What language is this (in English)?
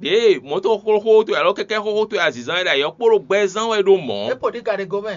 Fon